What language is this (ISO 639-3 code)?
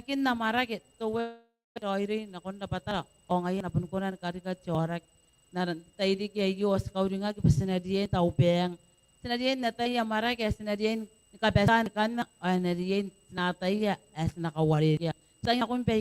gil